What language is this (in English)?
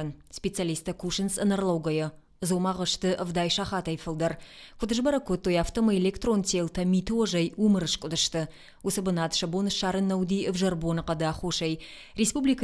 Ossetic